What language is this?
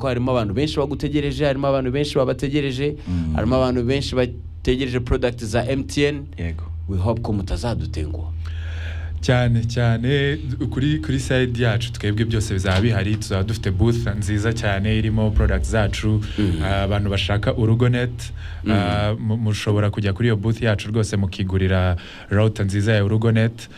Kinyarwanda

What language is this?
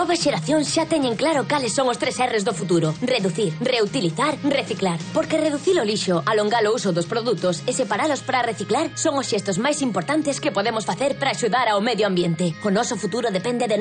Galician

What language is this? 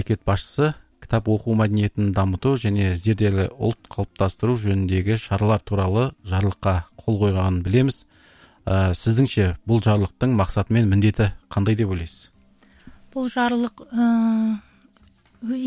Kazakh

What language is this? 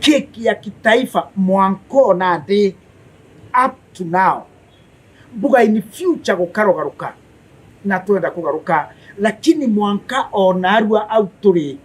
Meru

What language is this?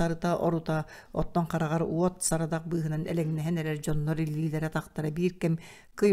Yakut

